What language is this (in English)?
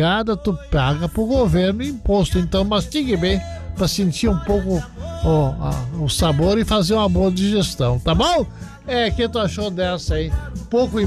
Portuguese